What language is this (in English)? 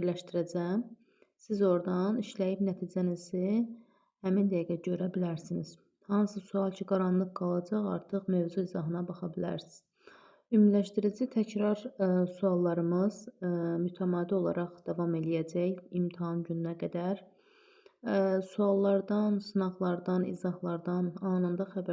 Azerbaijani